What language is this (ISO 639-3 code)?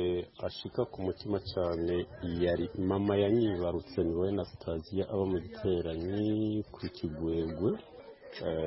kin